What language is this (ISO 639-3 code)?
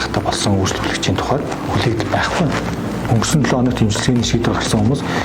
mon